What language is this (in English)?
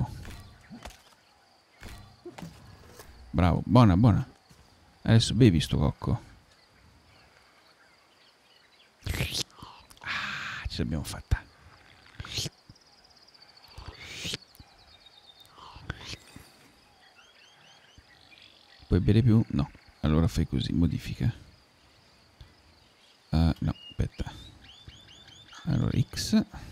Italian